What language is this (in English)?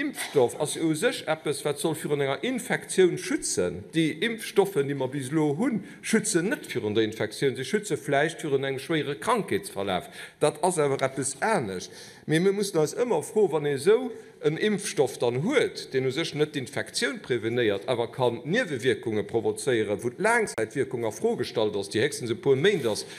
Luxembourgish